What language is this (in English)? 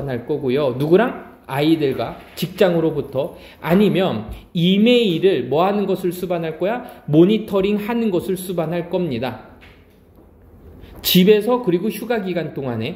Korean